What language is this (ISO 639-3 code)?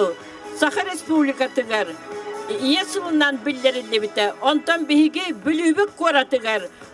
sah